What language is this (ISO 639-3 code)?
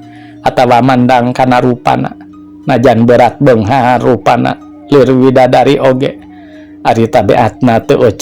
sun